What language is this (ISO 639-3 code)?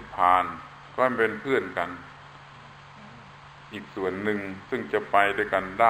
tha